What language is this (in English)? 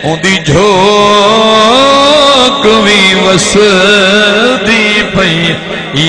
Saraiki